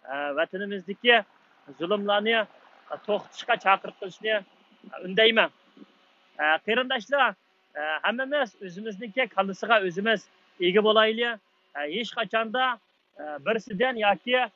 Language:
Uyghur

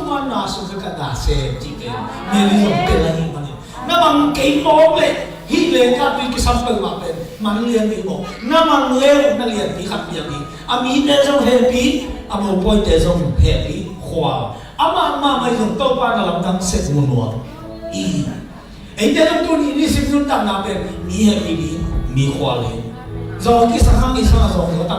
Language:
Tedim Chin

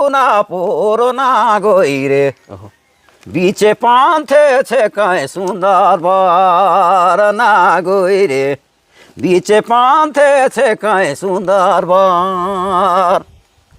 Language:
Sadri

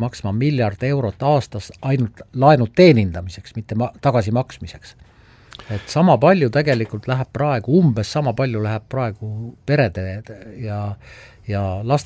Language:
Estonian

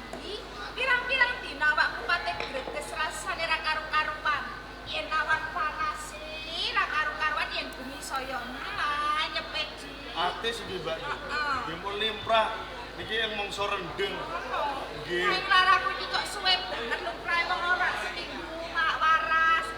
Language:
Javanese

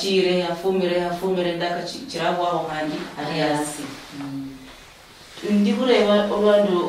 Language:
Luyia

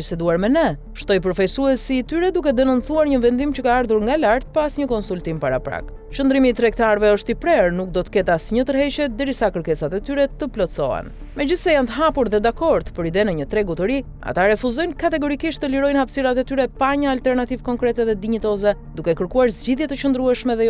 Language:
Albanian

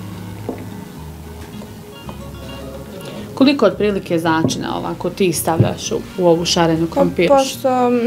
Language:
Bosnian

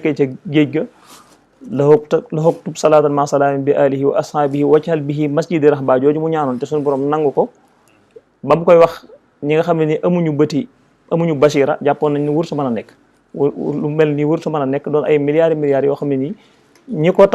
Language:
Wolof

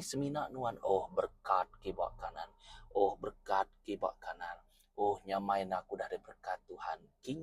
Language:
Iban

